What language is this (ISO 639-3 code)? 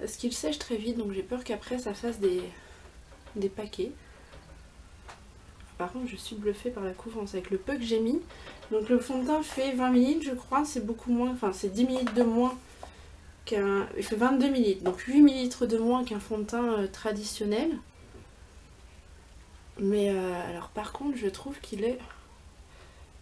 fra